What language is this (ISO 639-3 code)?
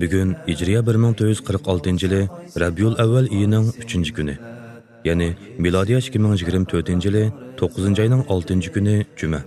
uig